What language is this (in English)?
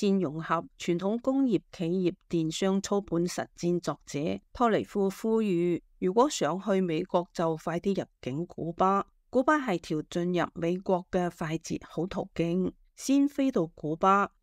Cantonese